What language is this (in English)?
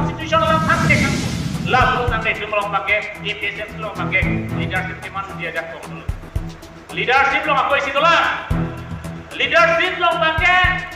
Karbi